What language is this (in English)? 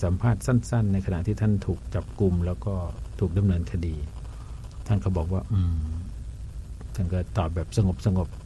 Thai